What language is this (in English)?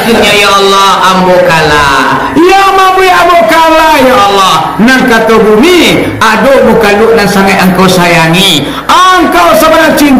Minangkabau